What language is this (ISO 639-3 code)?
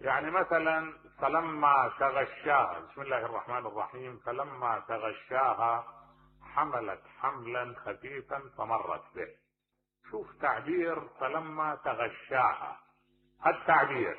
acm